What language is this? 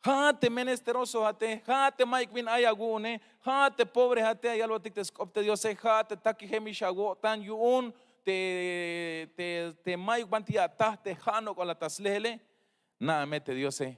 Tzeltal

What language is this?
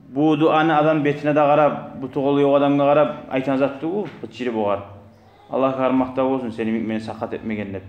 Kumyk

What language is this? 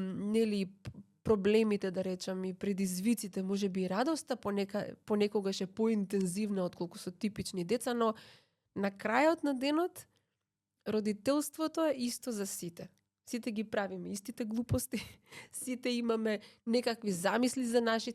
Macedonian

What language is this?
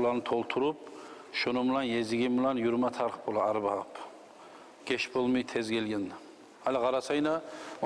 Kumyk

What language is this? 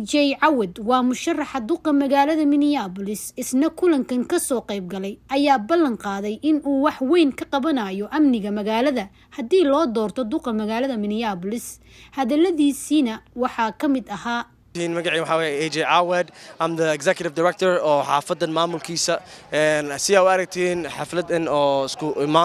Somali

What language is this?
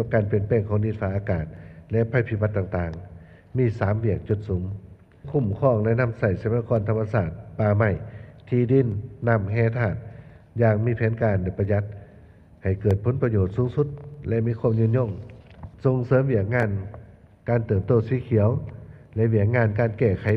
Lao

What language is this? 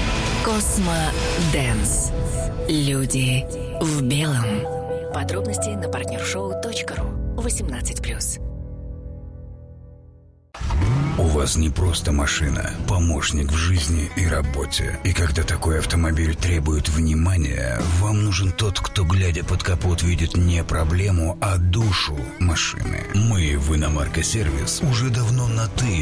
Russian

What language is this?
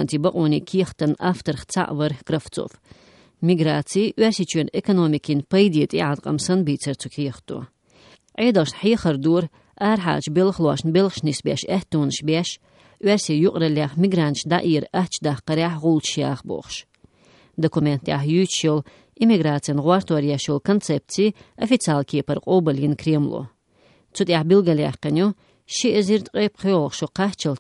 Chechen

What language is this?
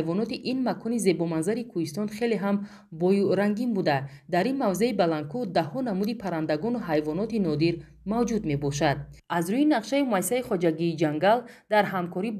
Tajik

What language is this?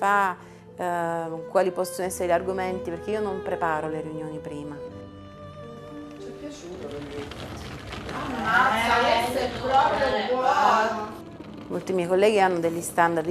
Italian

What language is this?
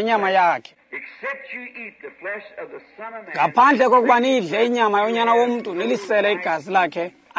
Xhosa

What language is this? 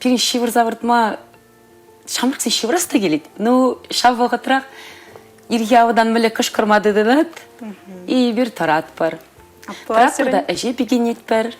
Chuvash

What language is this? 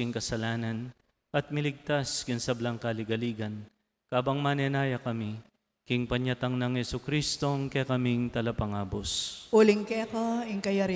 Pampanga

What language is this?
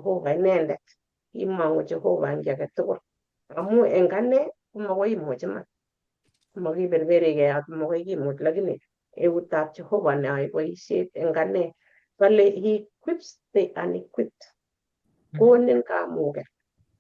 Kalenjin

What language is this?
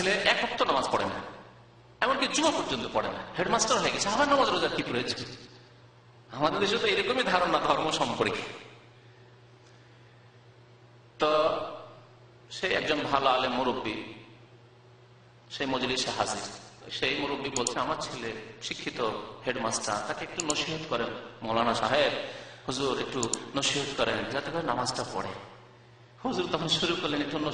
Bangla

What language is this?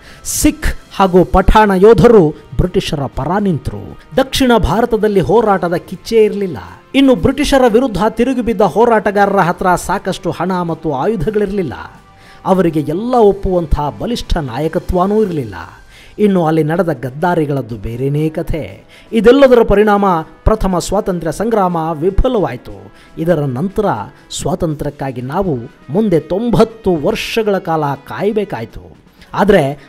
Kannada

